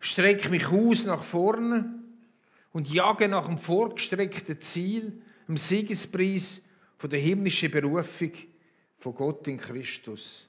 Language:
Swiss German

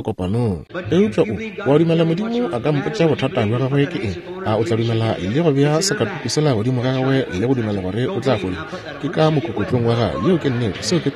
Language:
Northern Sotho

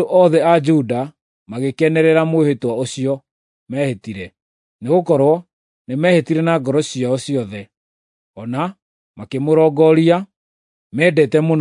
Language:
Kikuyu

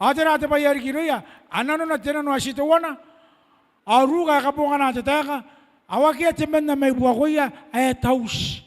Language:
Gilbertese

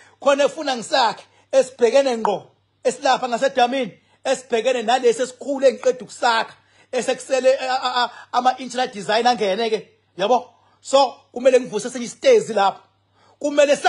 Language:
Zulu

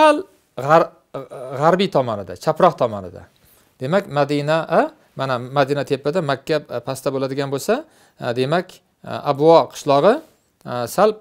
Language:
Uzbek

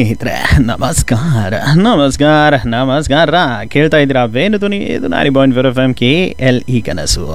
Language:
Kannada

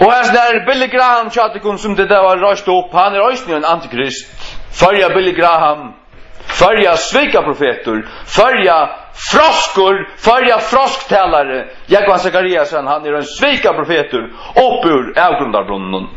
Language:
Faroese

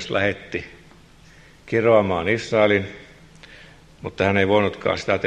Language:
Finnish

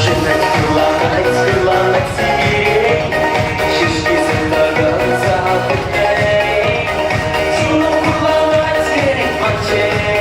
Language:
Chuvash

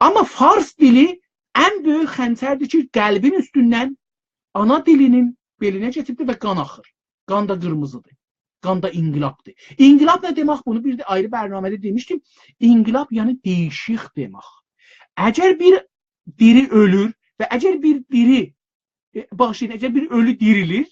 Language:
South Azerbaijani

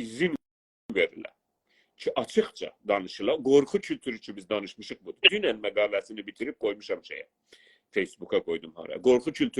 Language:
South Azerbaijani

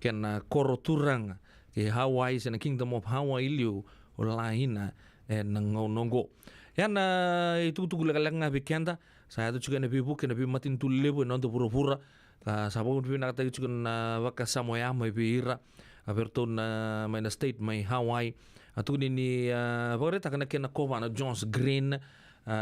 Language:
Fijian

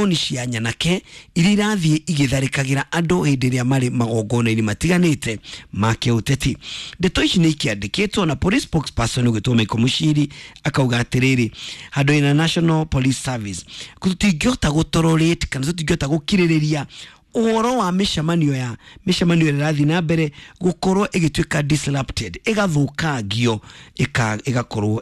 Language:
Kikuyu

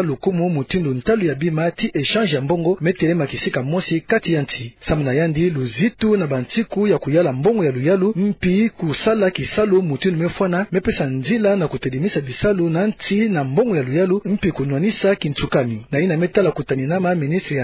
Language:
Kituba (Democratic Republic of Congo)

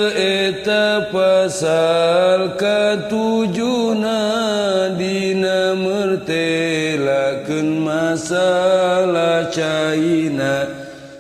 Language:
Sundanese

